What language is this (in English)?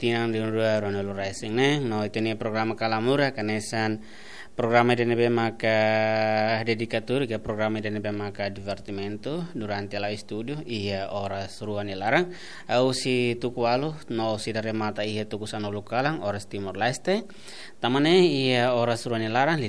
Tetum